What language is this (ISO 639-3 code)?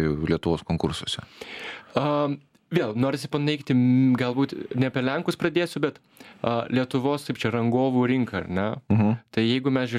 lit